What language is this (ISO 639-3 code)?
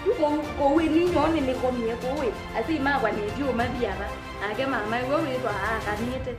kam